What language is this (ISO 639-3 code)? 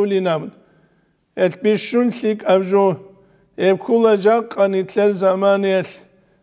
ava